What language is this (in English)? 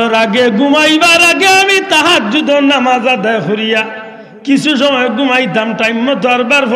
Sylheti